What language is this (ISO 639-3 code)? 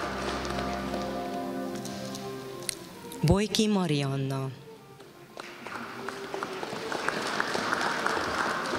hun